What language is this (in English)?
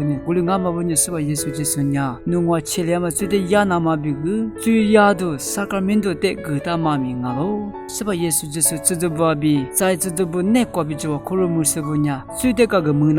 Lisu